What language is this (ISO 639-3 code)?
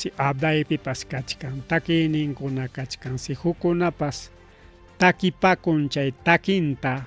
quy